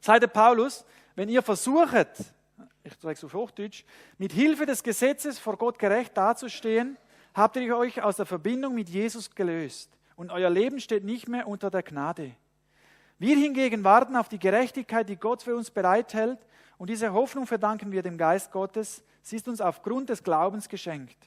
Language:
Swiss German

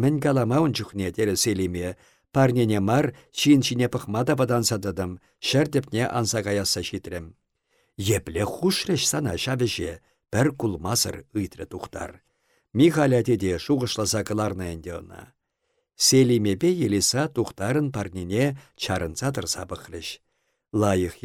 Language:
Chuvash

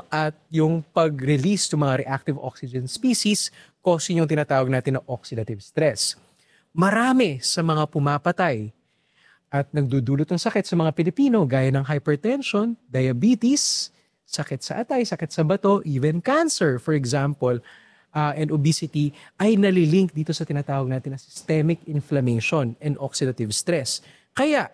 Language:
Filipino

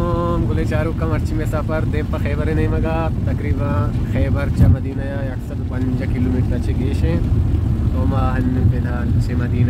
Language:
Baluchi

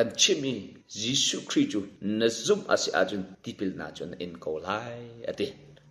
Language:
Hakha Chin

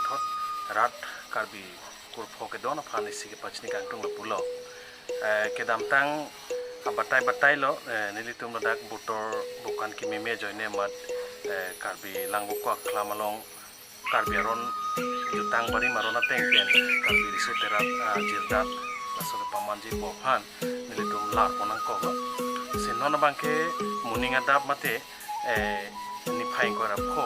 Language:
Karbi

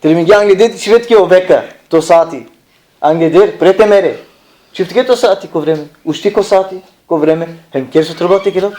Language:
Balkan Romani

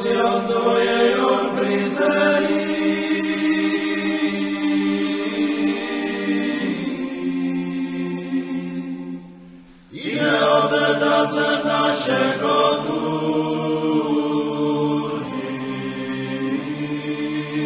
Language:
Slovak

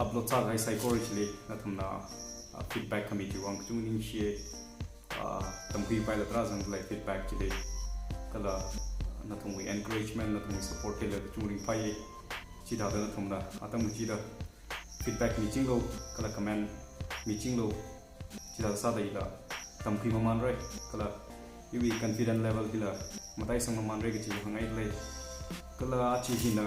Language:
Tangkhul Naga (India)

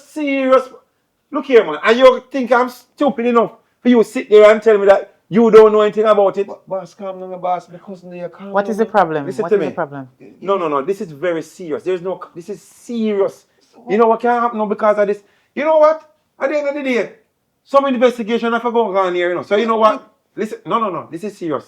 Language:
Jamaican Creole English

